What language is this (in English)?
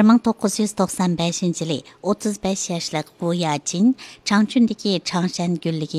Uyghur